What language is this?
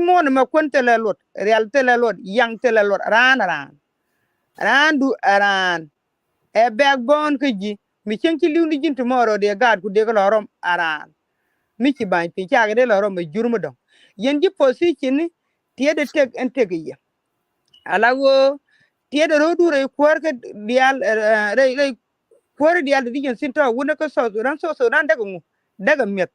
Nuer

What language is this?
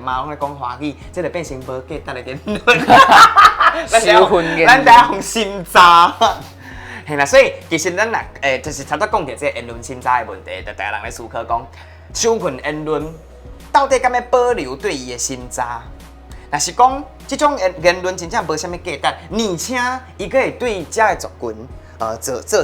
Min Nan Chinese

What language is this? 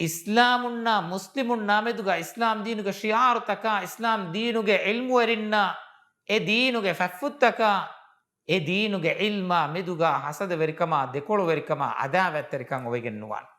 Divehi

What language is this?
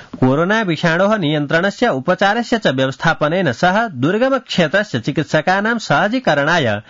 Sanskrit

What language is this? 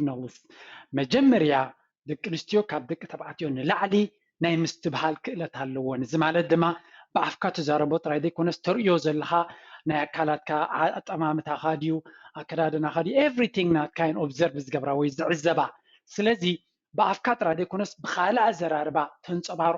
Tigrinya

